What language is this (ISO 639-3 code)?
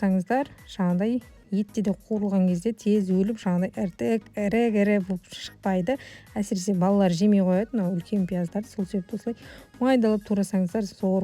kaz